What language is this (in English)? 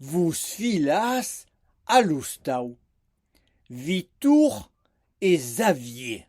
Occitan